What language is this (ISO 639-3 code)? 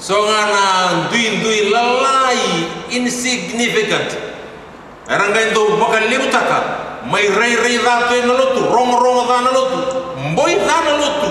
fij